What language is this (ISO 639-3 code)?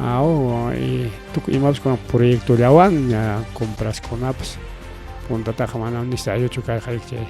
quy